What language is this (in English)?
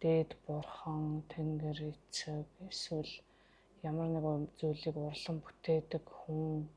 Mongolian